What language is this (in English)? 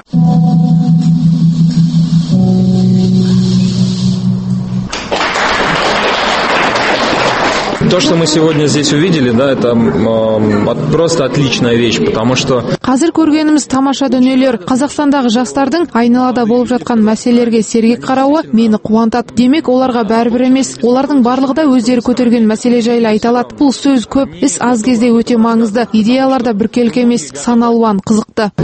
Kazakh